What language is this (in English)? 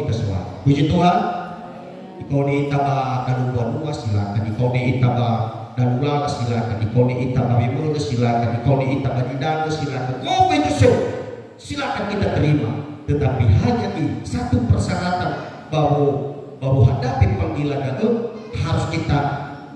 Nias